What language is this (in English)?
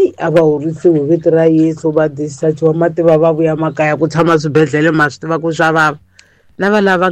Tsonga